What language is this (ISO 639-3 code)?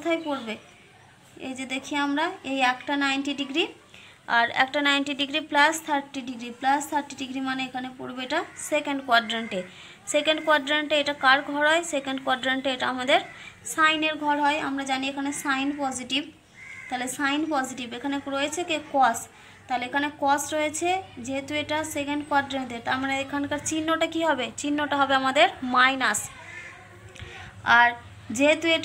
ben